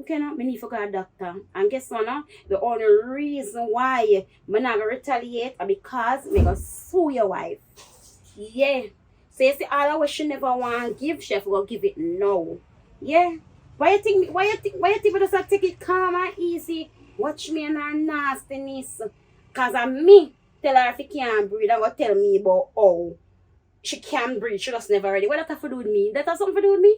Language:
Jamaican Creole English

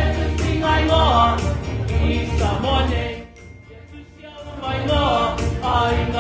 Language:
Samoan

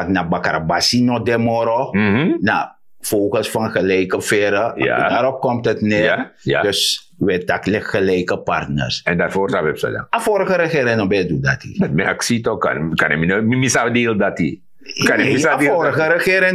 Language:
Sranan Tongo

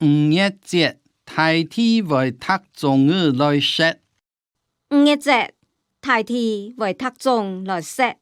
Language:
Hakka Chinese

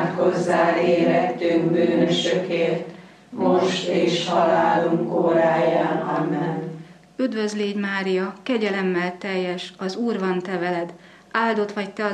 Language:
Hungarian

